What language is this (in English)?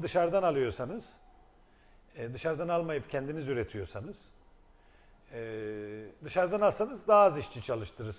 Turkish